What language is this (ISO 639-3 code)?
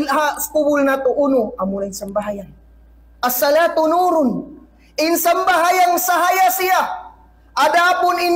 tsg